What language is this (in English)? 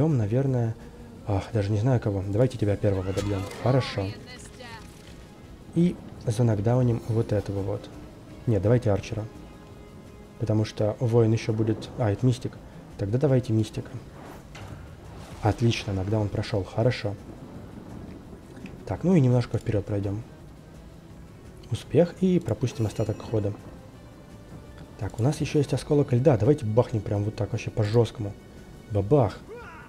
Russian